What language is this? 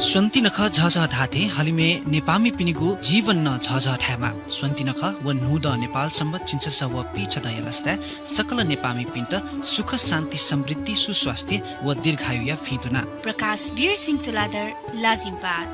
Newari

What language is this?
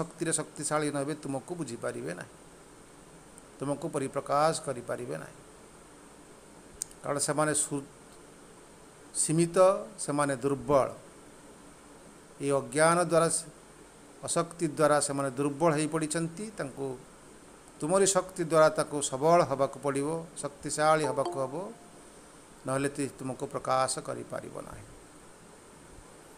Odia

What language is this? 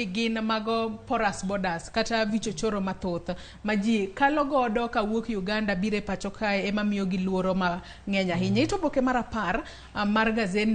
Luo (Kenya and Tanzania)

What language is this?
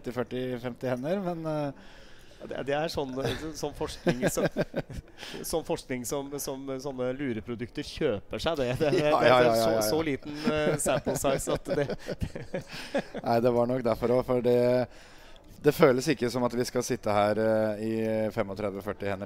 Norwegian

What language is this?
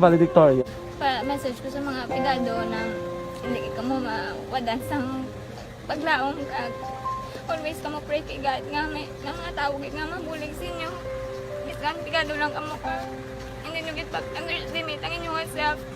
Hiligaynon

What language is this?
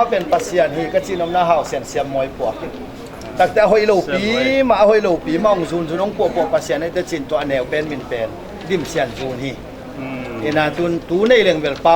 Tedim Chin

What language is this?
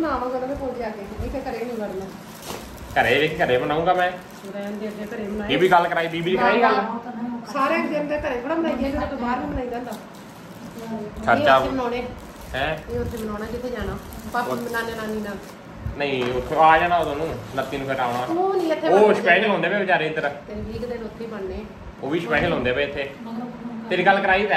Punjabi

